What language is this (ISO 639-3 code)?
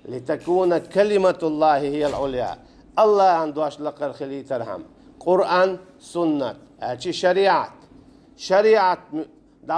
che